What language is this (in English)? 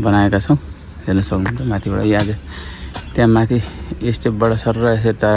Nepali